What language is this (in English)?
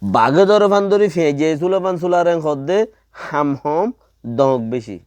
Rohingya